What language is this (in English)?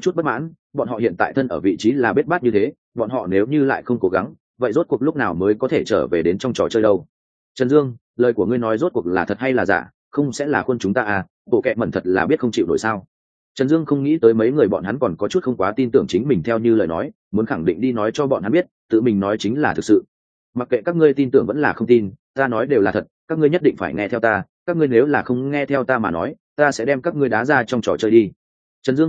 Vietnamese